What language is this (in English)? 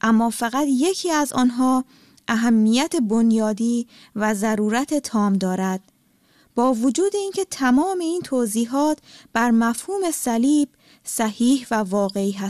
Persian